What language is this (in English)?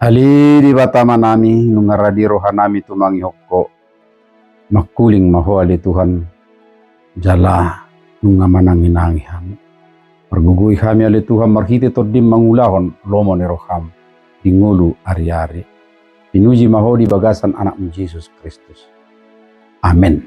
Batak Toba